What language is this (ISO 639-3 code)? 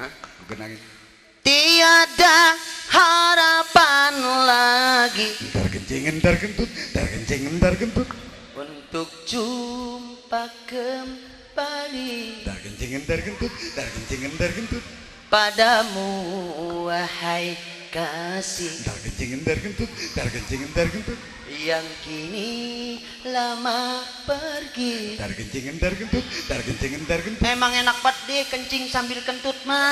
bew